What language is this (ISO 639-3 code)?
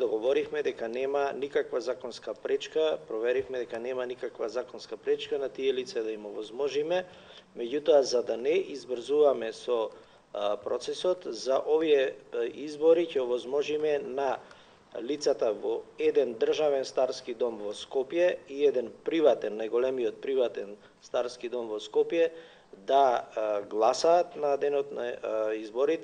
mkd